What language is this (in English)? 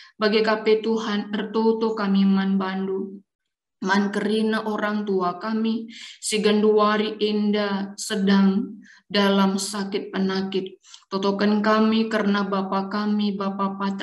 Batak Karo